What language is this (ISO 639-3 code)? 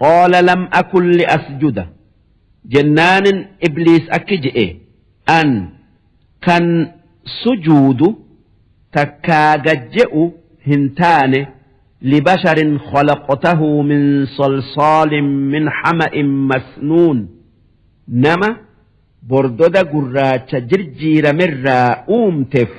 orm